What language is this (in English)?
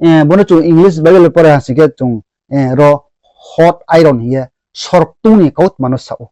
Riang (India)